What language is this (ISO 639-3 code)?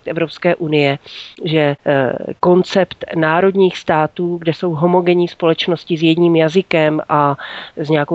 ces